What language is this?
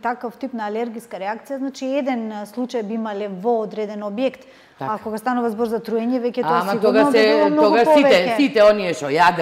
Macedonian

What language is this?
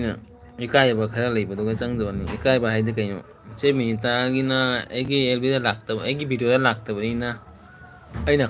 Manipuri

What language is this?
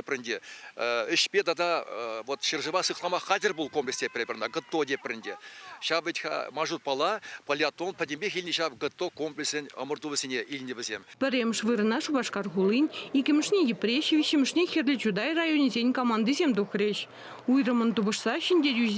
Chuvash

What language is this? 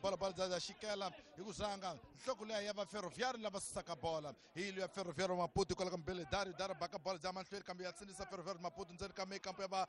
Tsonga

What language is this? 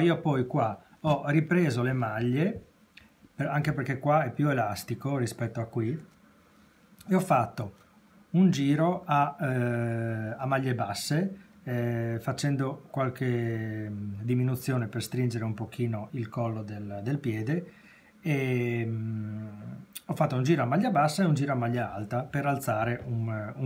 Italian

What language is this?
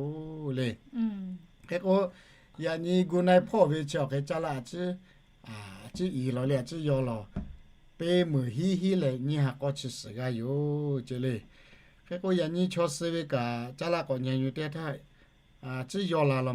Lahu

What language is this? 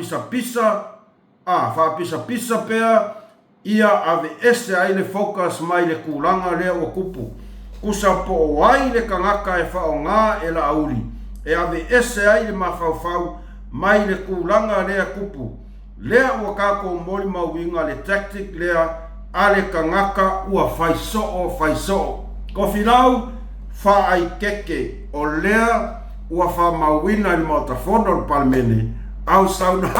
Samoan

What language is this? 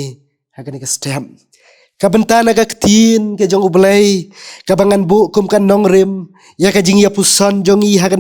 Khasi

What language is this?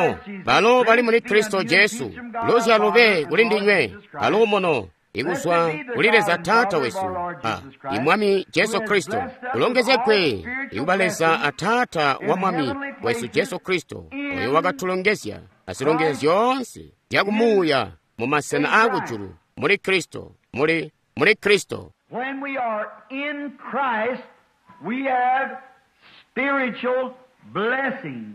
Tonga (Zambia)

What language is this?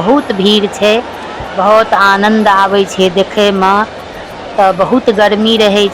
Maithili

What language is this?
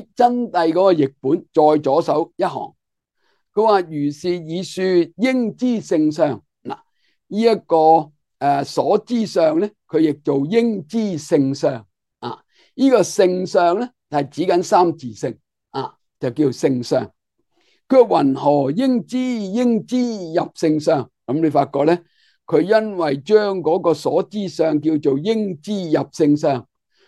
Cantonese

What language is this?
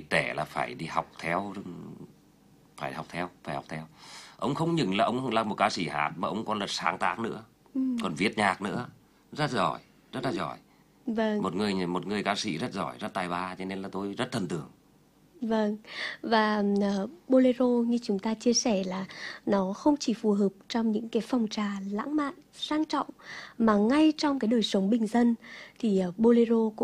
Vietnamese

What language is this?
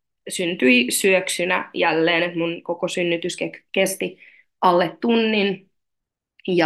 Finnish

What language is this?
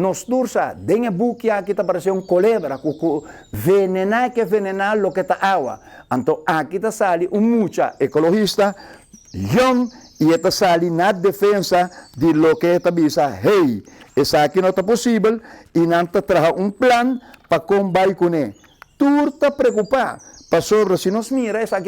Papiamento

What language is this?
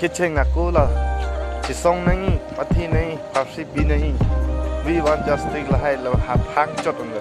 Karbi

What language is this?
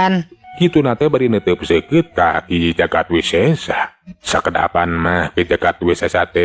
Sundanese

